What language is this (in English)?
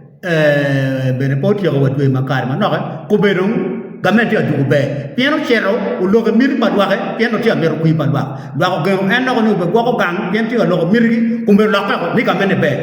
Acoli